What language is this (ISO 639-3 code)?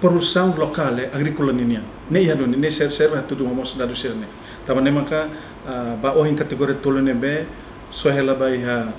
tet